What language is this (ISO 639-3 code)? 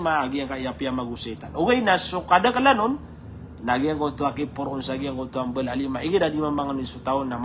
mrw